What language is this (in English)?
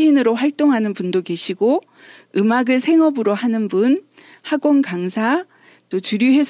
Korean